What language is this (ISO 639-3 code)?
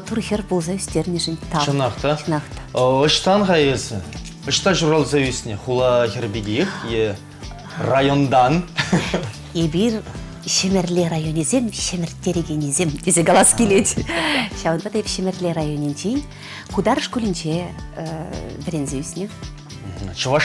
chv